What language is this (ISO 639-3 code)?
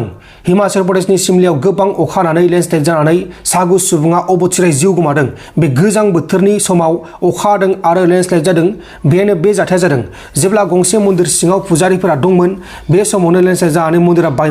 brx